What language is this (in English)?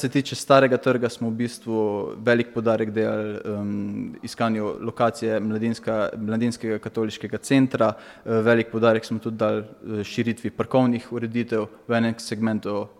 Slovenian